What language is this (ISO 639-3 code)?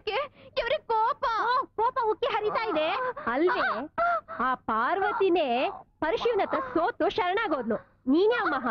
kan